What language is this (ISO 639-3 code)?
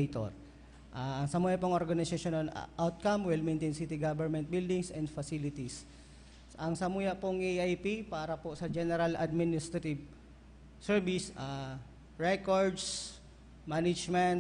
bik